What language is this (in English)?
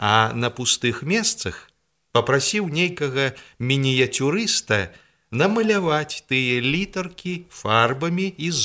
Belarusian